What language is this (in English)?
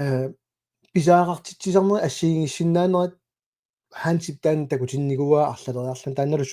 Kalaallisut